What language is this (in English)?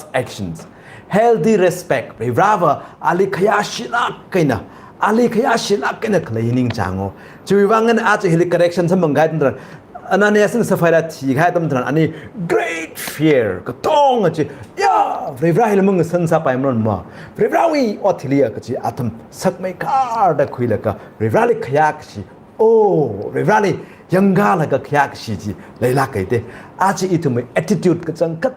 Tangkhul Naga (India)